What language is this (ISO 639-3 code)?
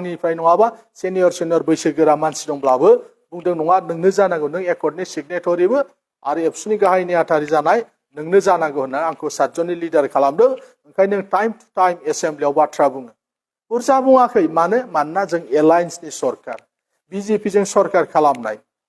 brx